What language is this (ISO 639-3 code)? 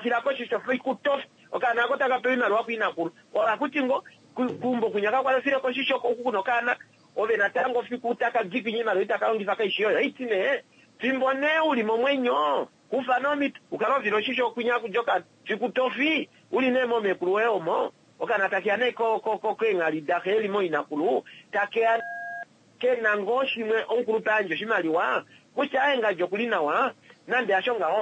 kua